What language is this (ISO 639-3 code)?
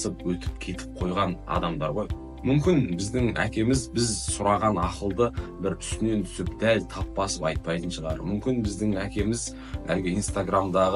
kaz